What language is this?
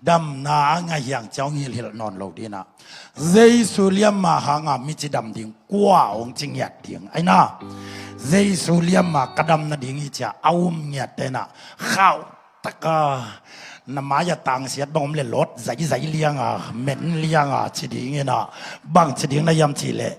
Tedim Chin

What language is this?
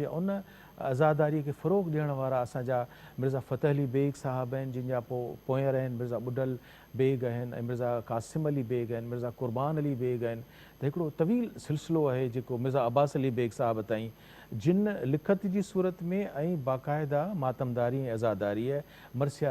Sindhi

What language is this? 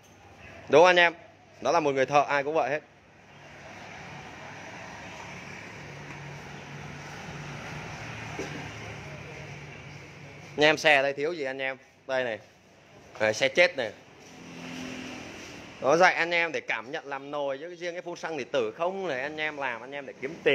Vietnamese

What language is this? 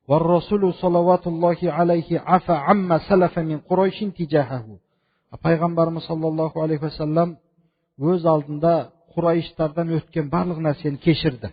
Kazakh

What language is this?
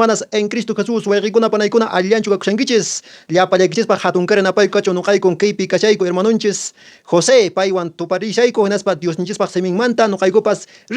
Quechua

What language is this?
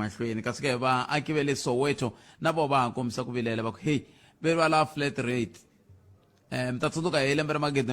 Tsonga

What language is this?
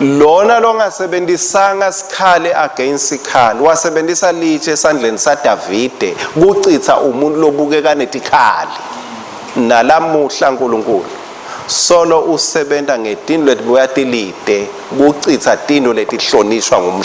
Swati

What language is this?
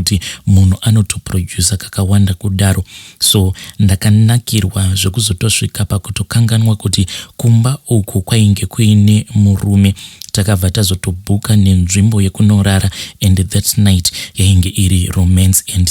Shona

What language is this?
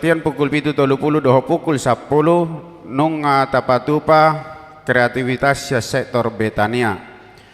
Batak Toba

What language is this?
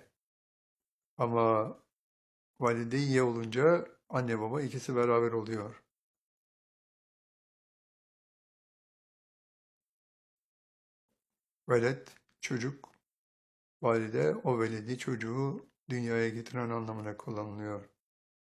Turkish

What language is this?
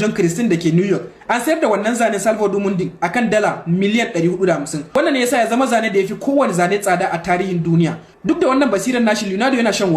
Hausa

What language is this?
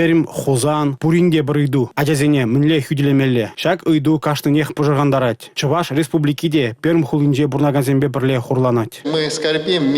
Chuvash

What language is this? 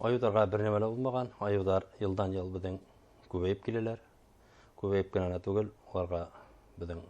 Bashkir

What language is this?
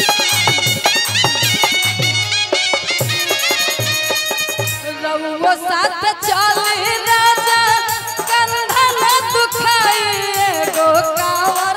Bhojpuri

